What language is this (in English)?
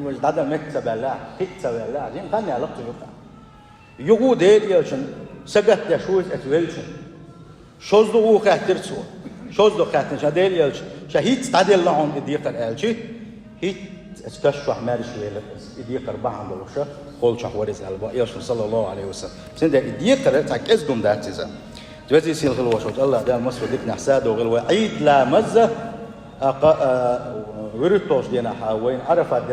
Chechen